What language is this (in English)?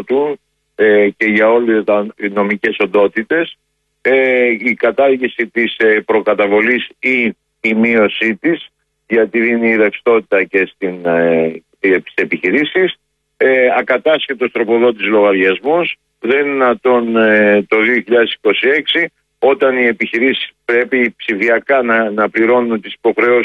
Greek